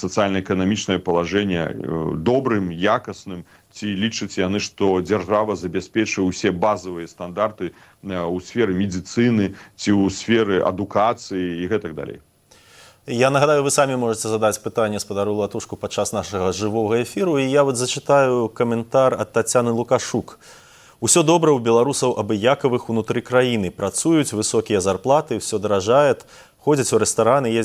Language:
Belarusian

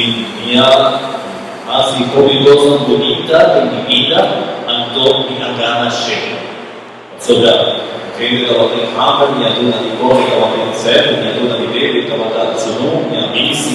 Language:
Papiamento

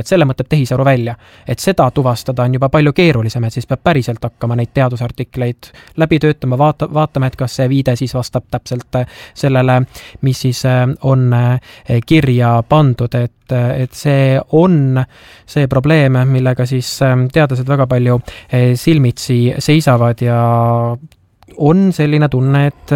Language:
Estonian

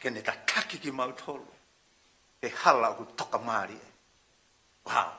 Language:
Tongan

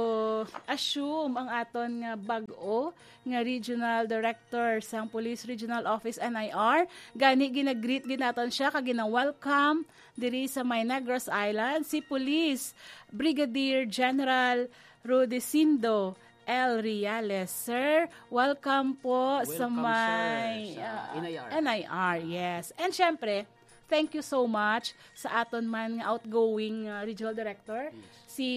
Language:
Hiligaynon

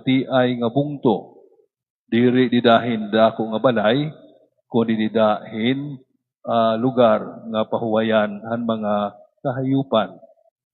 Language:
Waray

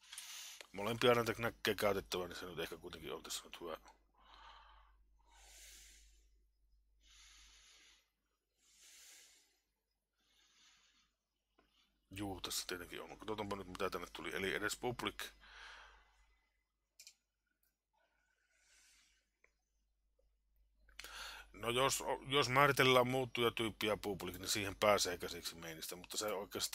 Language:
Finnish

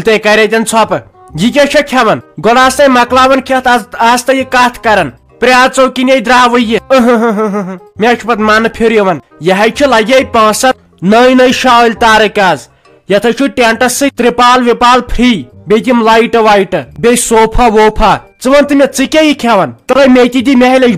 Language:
Kashmiri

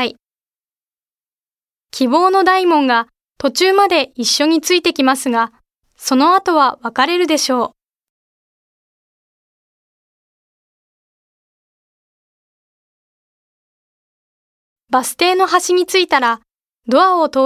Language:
Japanese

